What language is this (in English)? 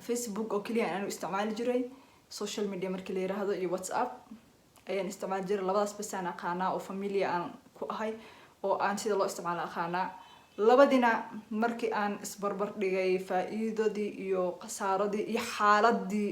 Somali